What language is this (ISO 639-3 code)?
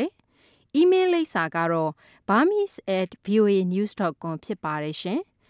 mya